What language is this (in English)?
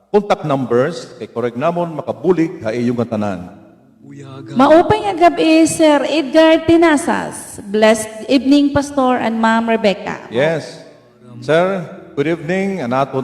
Waray